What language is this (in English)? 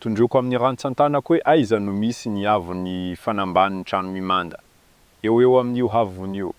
Malagasy